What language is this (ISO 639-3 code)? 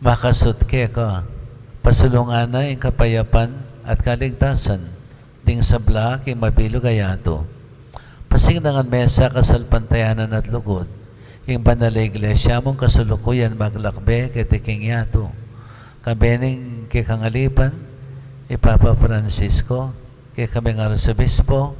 pam